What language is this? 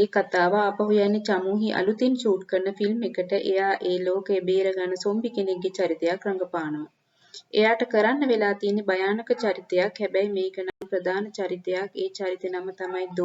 Sinhala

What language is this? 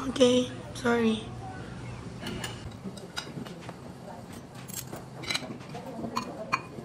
Filipino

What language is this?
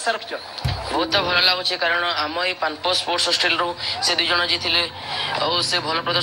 Odia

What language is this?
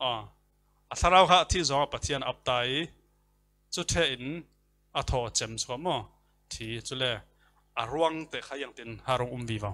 Falam Chin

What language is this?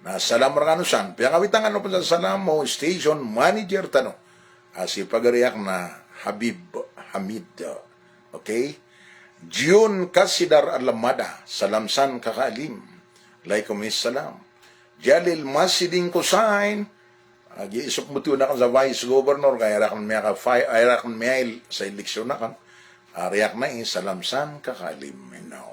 Maranao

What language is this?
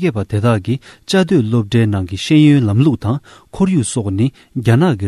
Tibetan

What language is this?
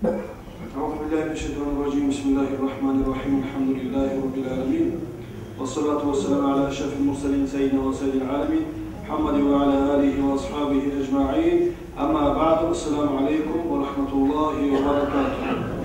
Kumyk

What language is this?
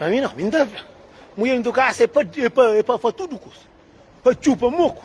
Kabuverdianu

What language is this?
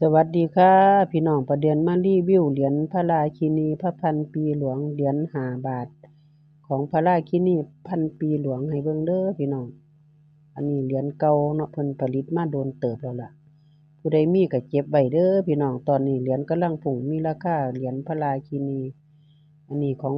Northeastern Thai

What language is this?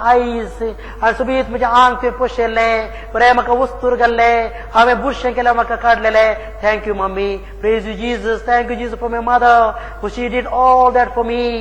Konkani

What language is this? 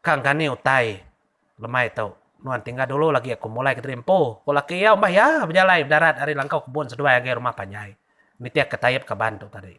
Iban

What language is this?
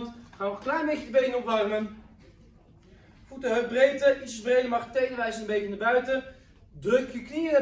Dutch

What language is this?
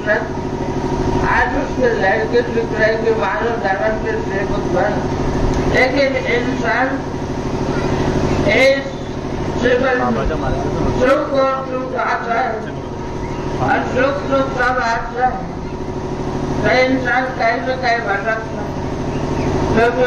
Marathi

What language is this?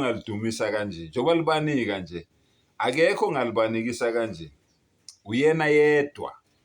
Zulu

